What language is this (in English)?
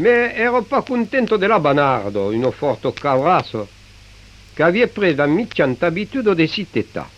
Occitan